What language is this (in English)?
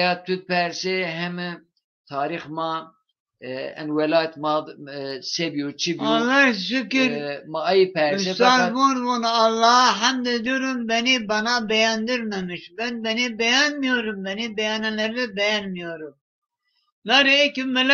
Zaza